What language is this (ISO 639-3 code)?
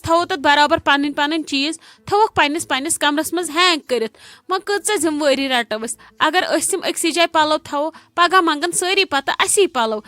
kas